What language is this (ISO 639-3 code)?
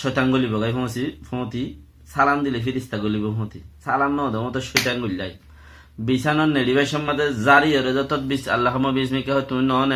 rhg